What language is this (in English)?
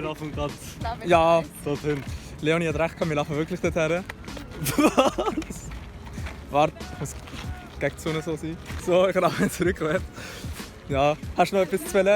Swiss German